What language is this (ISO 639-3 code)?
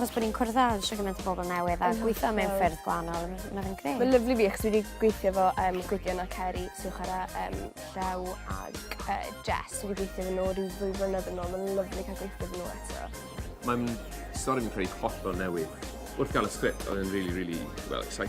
cym